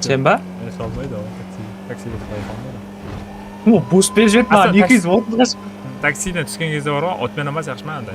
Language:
Kara-Kalpak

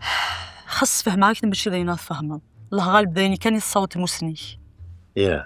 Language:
Kabyle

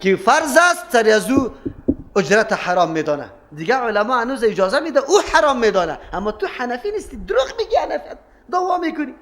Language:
Persian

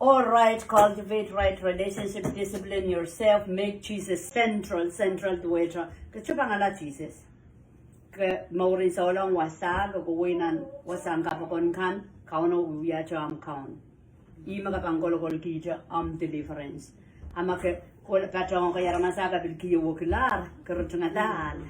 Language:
Pohnpeian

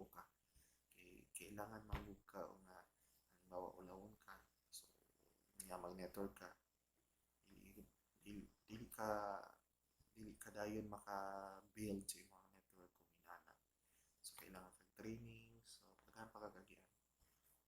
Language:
Cebuano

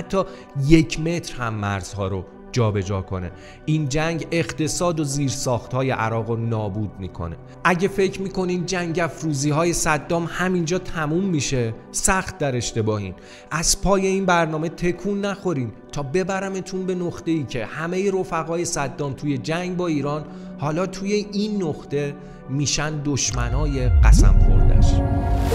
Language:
Persian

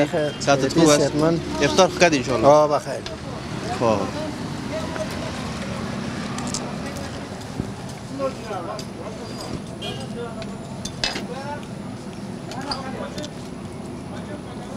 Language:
Persian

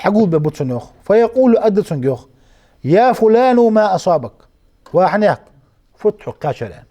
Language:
Ingush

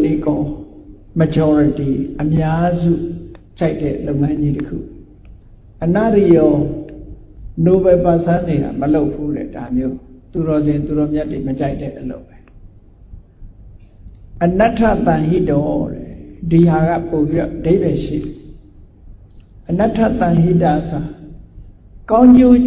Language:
Burmese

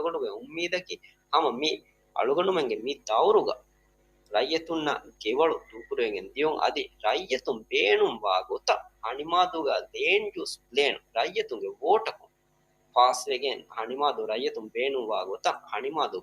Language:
Divehi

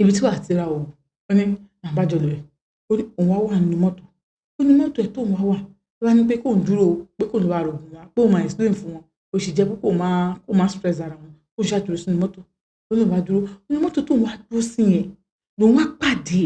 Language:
Yoruba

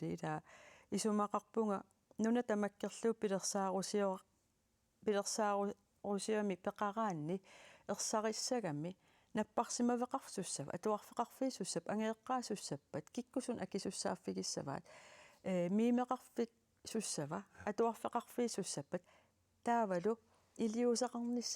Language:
Kalaallisut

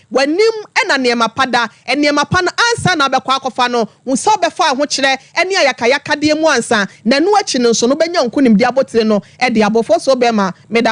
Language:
Akan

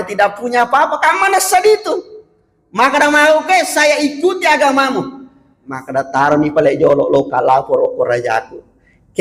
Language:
Buginese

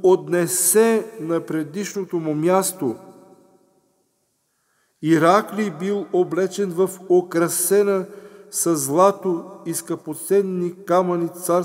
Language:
Bulgarian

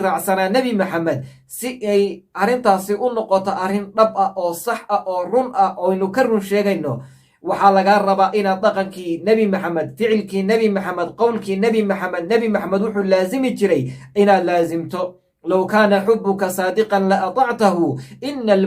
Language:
Somali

